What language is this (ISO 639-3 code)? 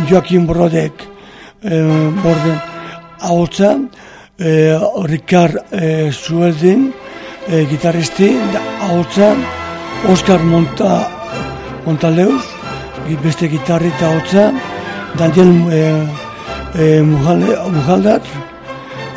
eus